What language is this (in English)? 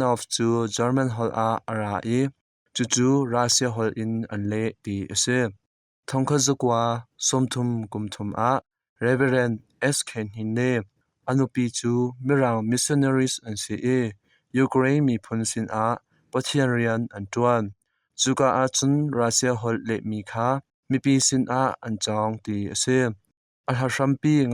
Hakha Chin